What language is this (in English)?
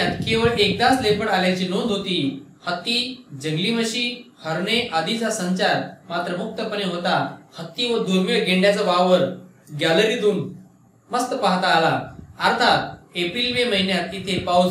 Marathi